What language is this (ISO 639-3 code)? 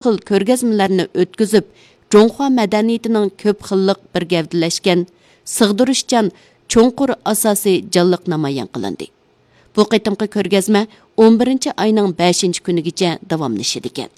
uig